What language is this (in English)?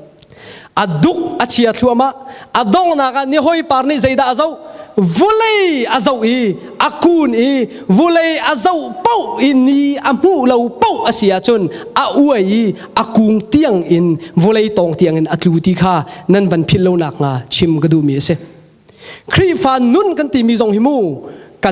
Hakha Chin